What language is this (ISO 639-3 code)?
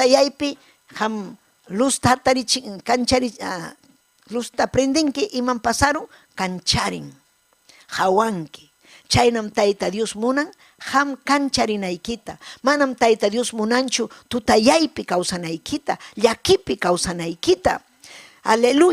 quy